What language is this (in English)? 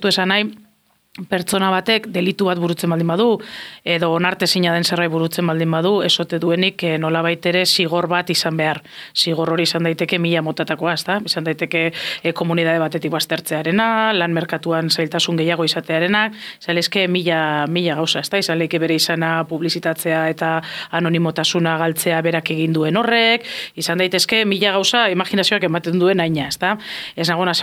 Basque